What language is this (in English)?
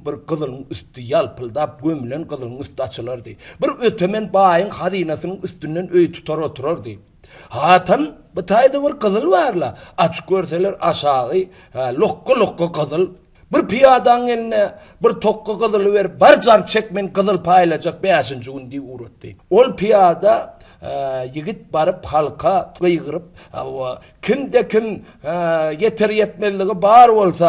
Turkmen